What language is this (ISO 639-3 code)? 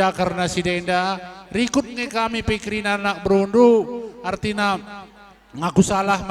btx